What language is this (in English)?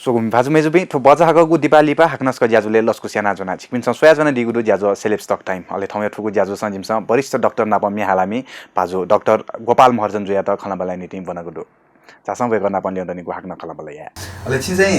Newari